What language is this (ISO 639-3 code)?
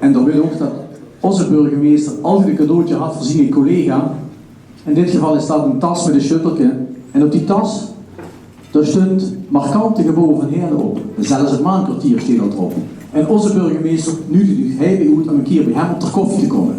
lim